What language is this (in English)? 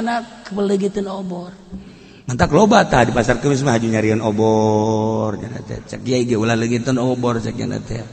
Sundanese